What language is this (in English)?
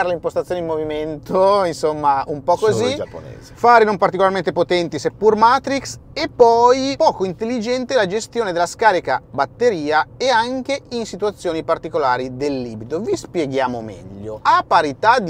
Italian